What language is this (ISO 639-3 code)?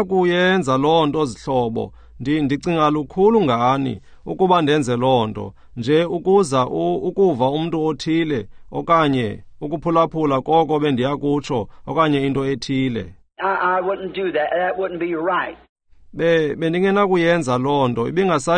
xho